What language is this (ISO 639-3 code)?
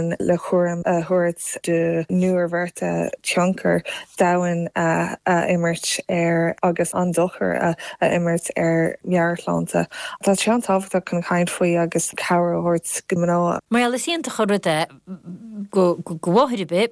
gle